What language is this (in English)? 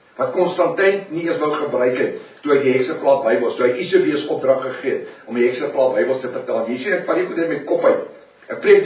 Afrikaans